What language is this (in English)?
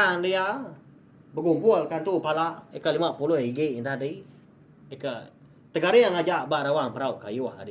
Iban